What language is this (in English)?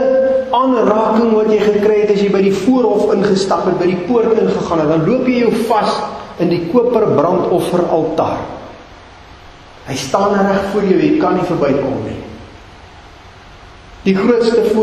Afrikaans